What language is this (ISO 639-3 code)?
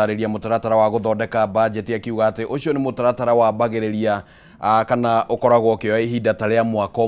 kik